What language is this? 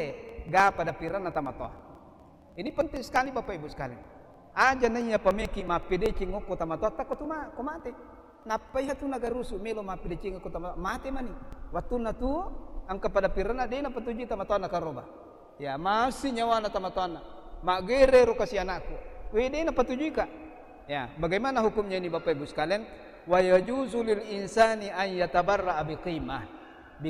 Buginese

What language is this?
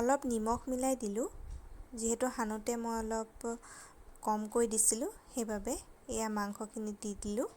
Assamese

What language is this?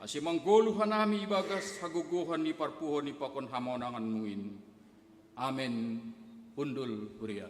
Batak Simalungun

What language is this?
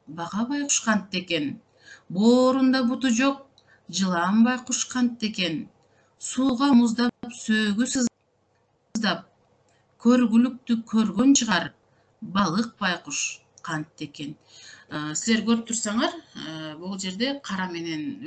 Kyrgyz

